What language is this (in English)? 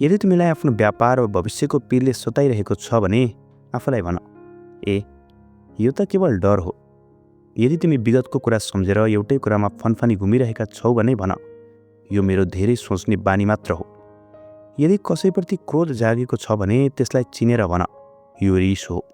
Nepali